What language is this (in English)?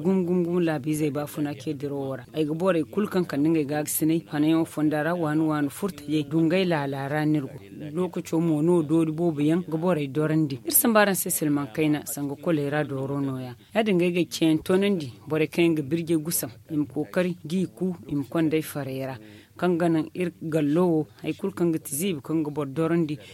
Zarma